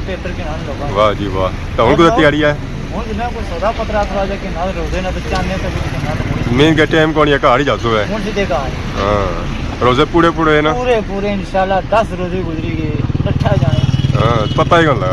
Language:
Pahari-Potwari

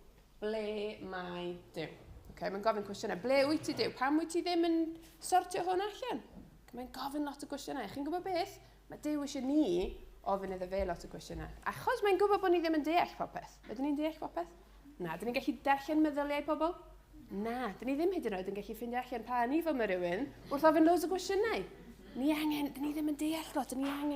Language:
Welsh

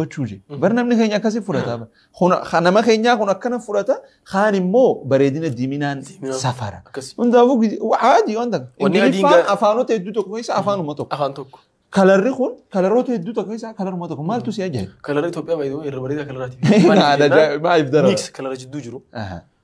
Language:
Oromo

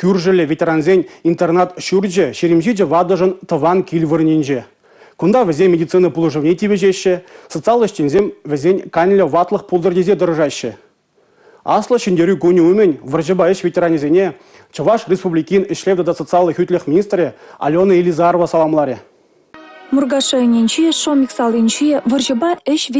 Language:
Chuvash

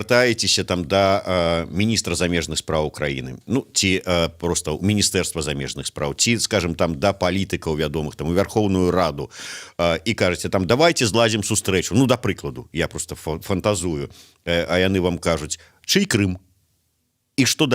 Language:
Belarusian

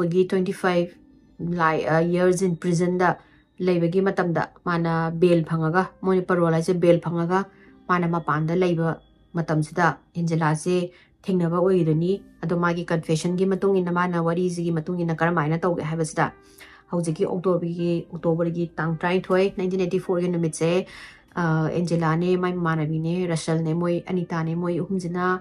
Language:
Manipuri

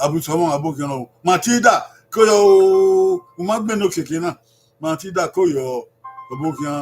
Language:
Bini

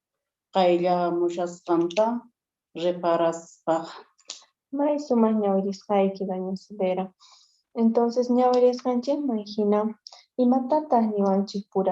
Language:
Quechua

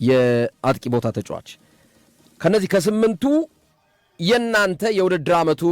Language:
Amharic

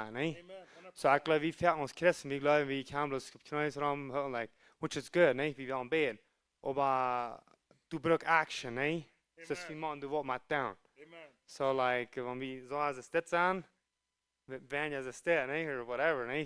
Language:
Plautdietsch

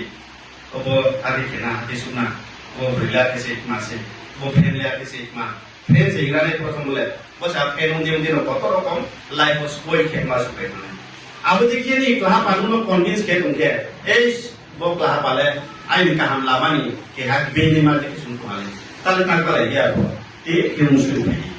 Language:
Riang (India)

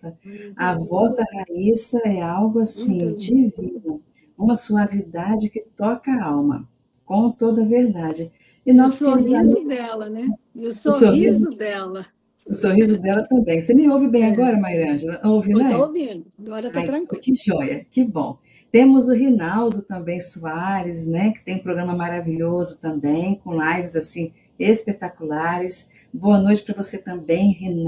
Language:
Portuguese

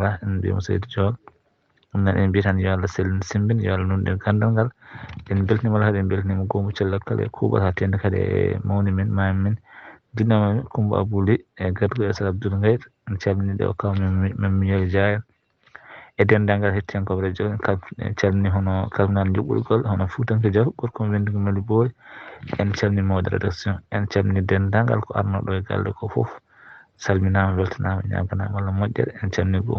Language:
Fula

